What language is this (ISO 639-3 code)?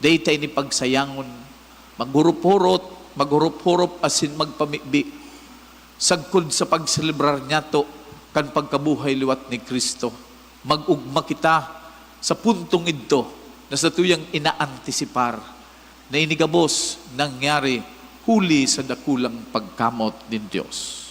bik